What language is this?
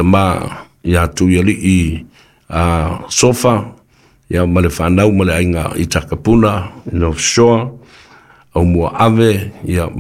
Samoan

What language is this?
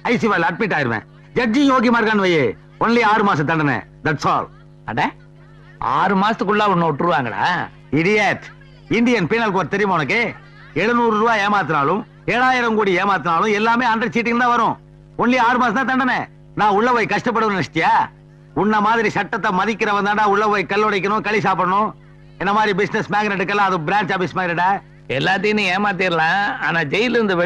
Tamil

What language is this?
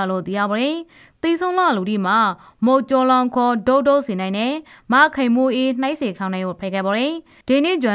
Rakhine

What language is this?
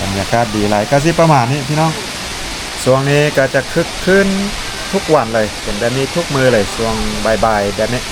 Lao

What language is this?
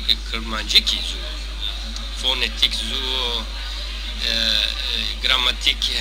Zaza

